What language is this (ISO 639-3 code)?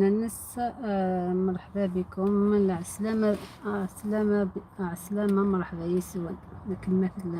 arq